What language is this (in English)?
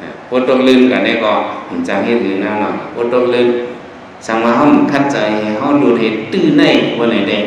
Shan